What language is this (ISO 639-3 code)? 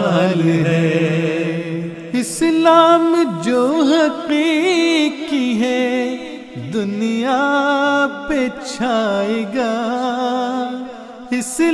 urd